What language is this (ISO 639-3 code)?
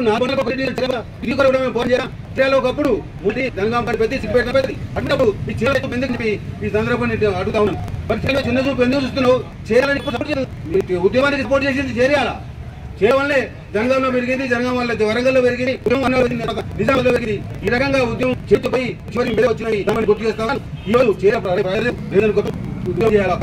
tel